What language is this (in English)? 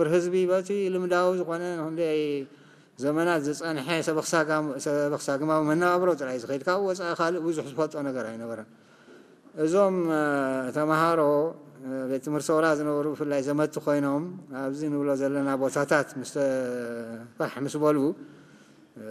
Tigrinya